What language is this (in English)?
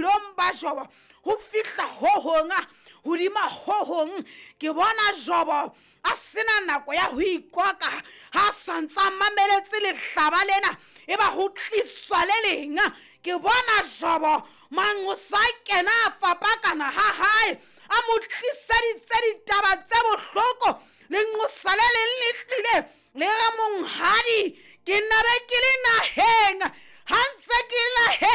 Southern Sotho